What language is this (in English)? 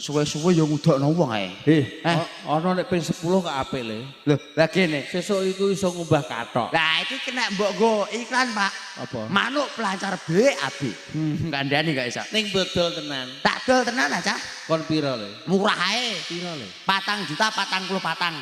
Javanese